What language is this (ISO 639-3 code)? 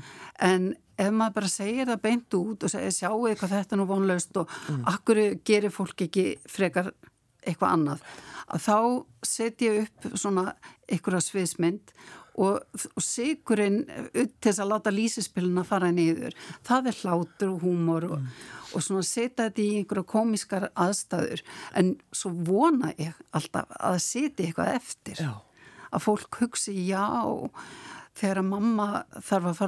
isl